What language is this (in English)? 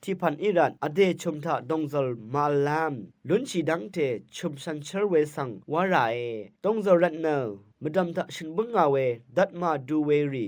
Rawang